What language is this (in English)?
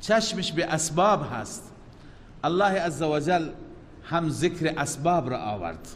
Persian